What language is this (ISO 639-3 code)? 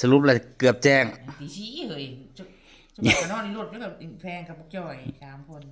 tts